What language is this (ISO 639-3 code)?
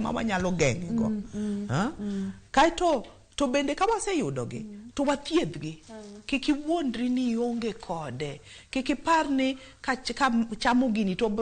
luo